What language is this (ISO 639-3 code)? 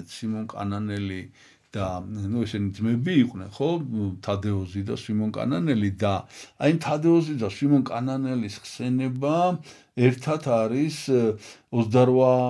kat